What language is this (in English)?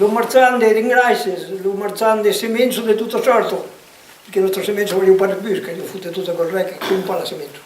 Occitan